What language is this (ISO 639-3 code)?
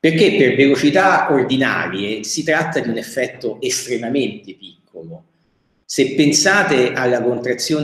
ita